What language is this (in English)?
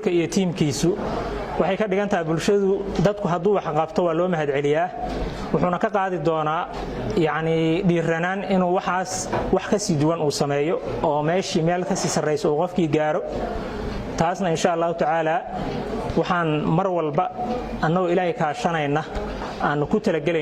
Somali